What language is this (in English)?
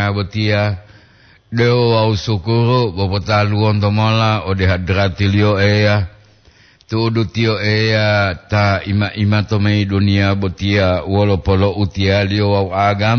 Gorontalo